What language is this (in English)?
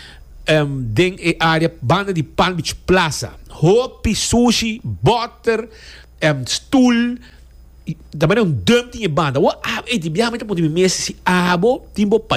Papiamento